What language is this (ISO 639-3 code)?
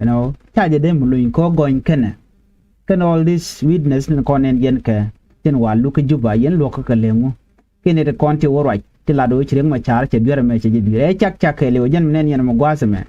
nus